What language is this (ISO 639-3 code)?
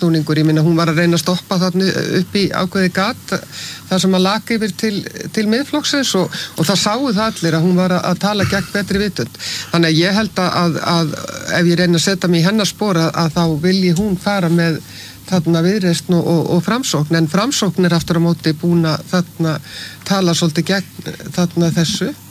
isl